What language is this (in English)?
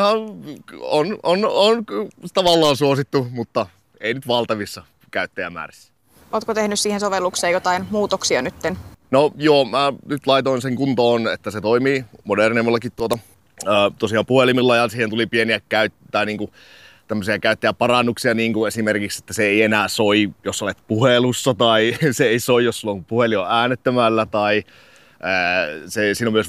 Finnish